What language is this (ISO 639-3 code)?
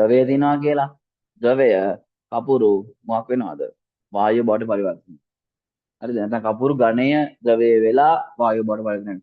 sin